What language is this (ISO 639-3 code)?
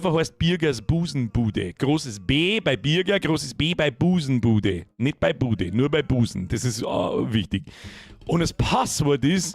bar